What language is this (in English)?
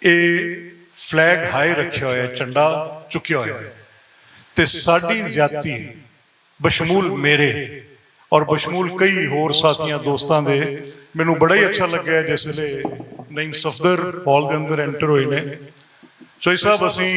Western Panjabi